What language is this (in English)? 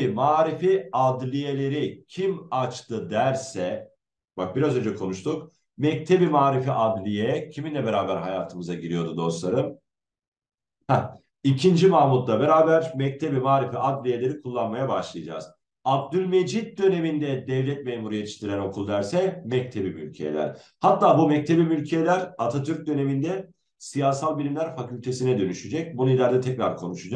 Turkish